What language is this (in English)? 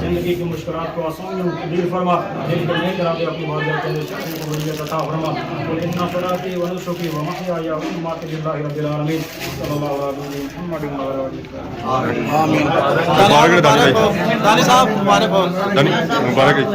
Pahari-Potwari